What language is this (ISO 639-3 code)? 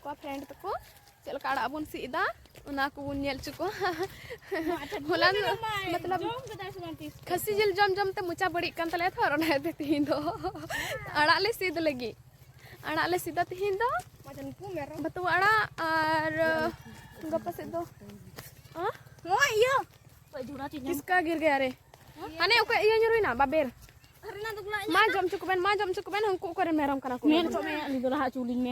sat